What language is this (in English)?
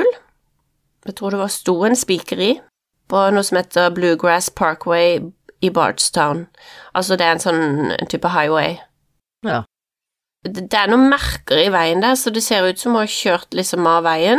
Norwegian